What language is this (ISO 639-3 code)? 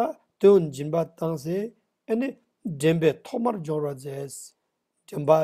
lbj